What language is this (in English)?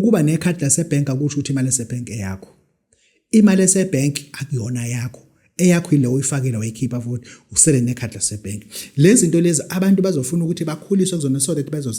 Zulu